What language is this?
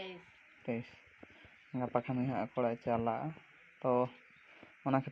Santali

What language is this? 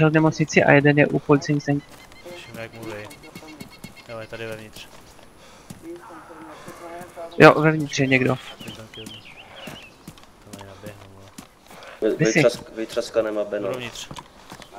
Czech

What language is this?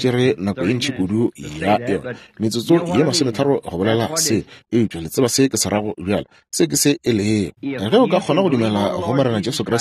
Northern Sotho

